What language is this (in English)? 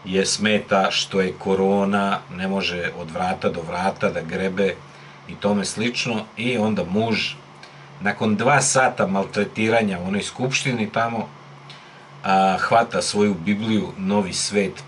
Serbian